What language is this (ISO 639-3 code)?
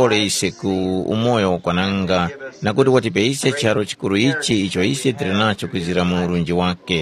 tum